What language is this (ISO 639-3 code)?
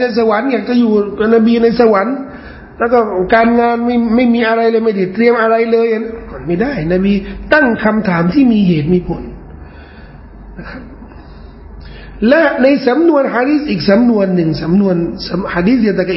tha